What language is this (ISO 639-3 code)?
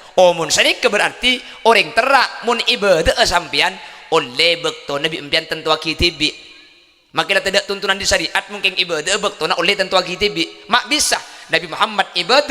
mad